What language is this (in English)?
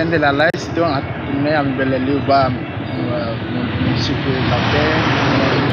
Tetum